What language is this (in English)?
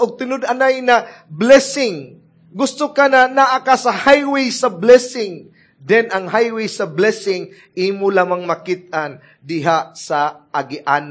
Cebuano